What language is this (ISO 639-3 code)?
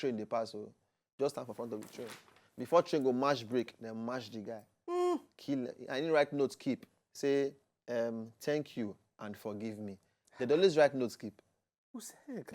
pcm